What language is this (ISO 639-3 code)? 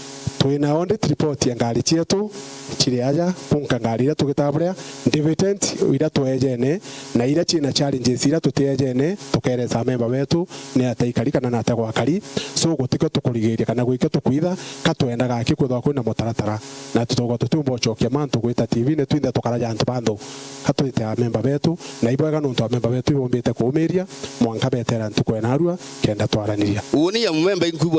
mer